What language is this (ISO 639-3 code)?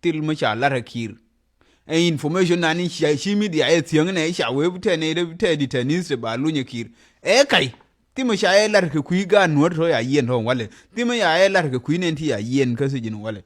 nus